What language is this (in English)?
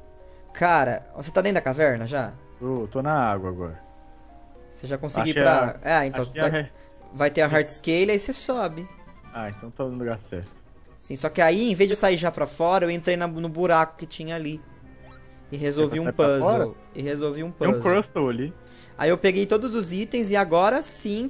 Portuguese